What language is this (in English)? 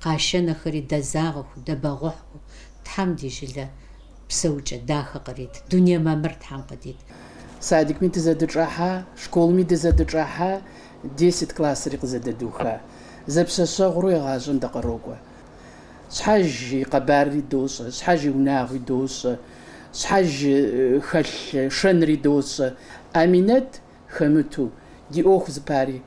Kabardian